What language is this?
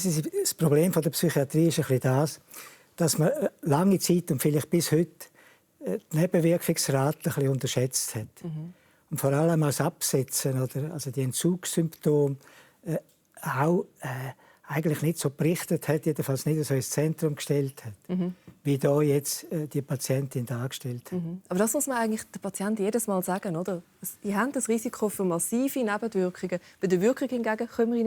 Romansh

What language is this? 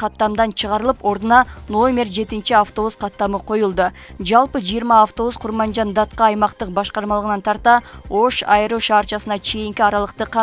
Kyrgyz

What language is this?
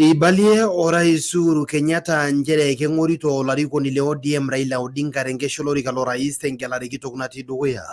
Masai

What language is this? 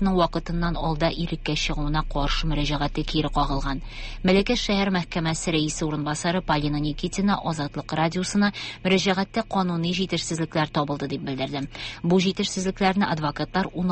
Tatar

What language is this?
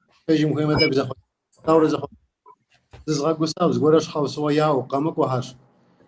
Kabardian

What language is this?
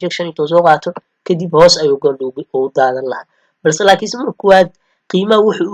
Somali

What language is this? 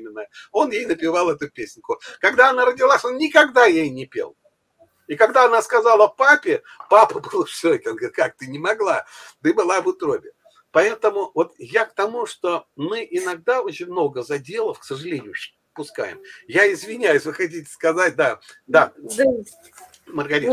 Russian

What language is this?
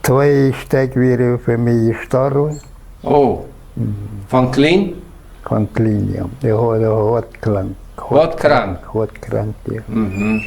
Plautdietsch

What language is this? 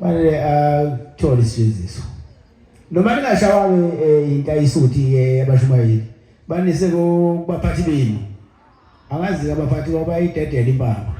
Zulu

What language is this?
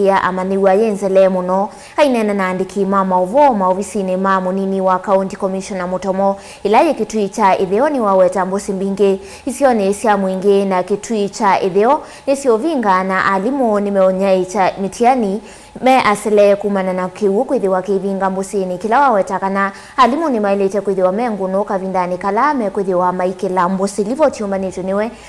Kamba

